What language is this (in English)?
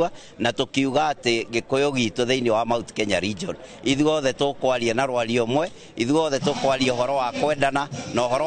Kikuyu